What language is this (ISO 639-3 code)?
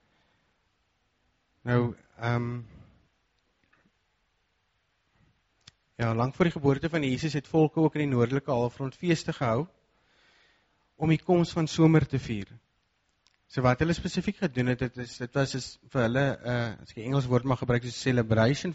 afr